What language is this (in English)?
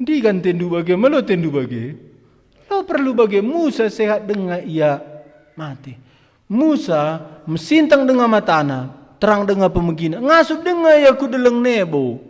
Batak Karo